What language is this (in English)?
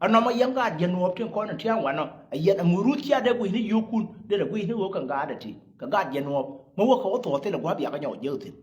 Nuer